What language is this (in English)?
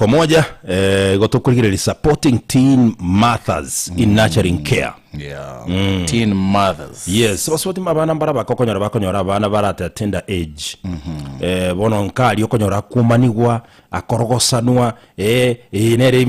Gusii